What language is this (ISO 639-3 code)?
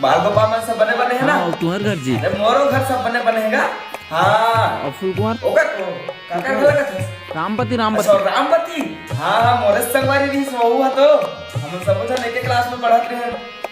hne